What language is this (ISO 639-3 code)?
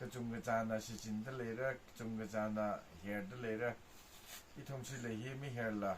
nmf